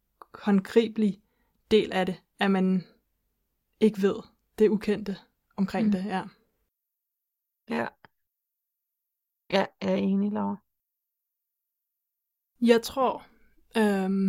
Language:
Danish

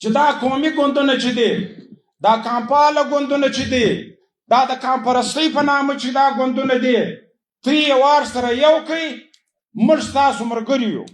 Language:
Pashto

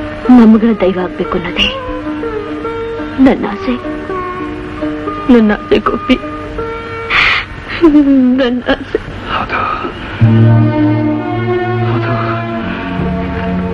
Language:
Kannada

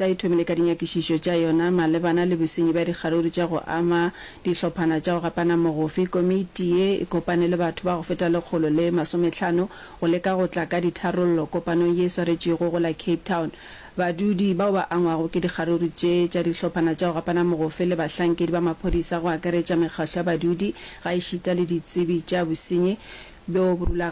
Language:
Northern Sotho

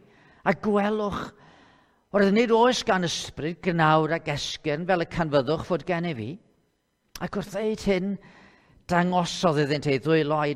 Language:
Welsh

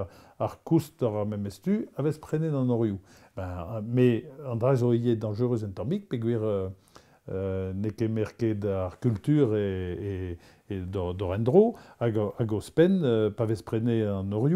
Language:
Breton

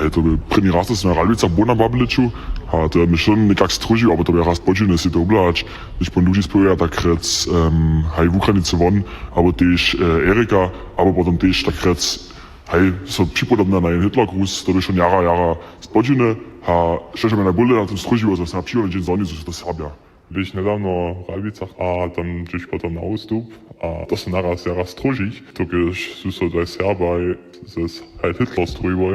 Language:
Upper Sorbian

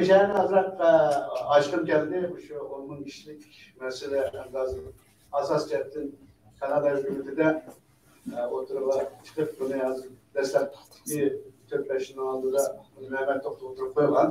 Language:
Uyghur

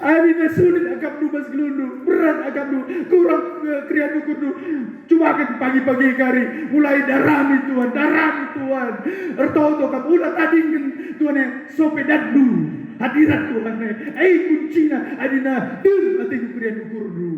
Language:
Batak Karo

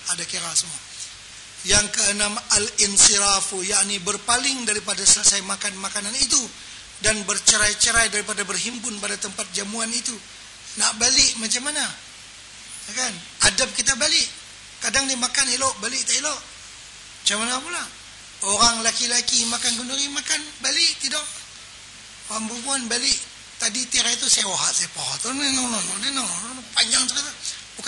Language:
Malay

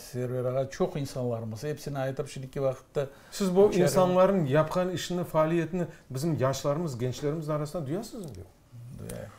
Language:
Crimean Tatar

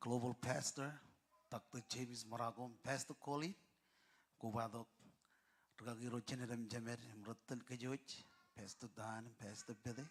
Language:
Marshallese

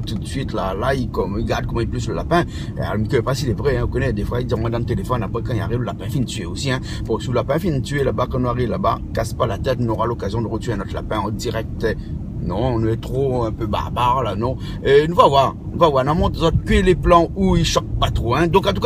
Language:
Réunion Creole French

